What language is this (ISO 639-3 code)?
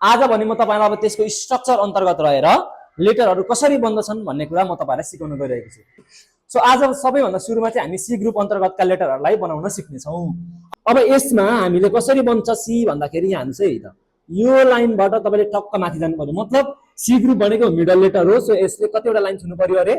nep